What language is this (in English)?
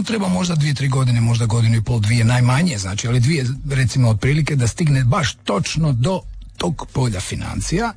Croatian